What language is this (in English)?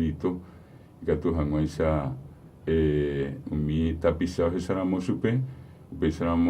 Guarani